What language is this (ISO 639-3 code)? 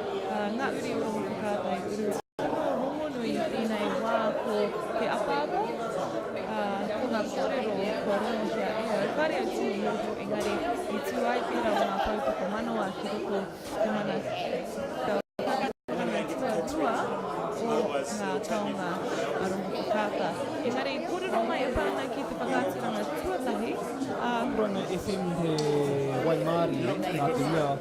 mri